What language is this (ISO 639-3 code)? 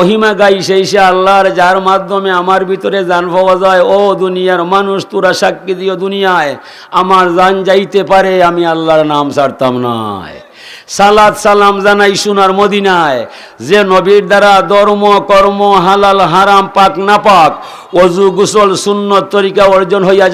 syl